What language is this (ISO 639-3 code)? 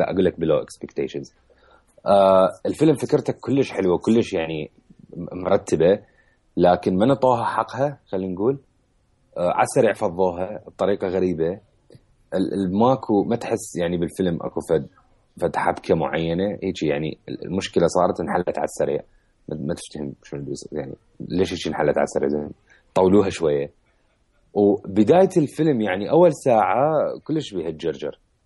acm